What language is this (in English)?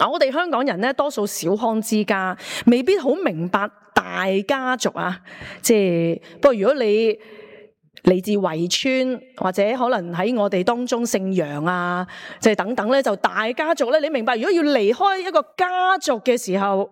Cantonese